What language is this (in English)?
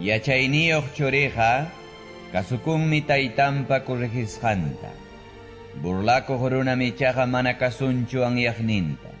Ayacucho Quechua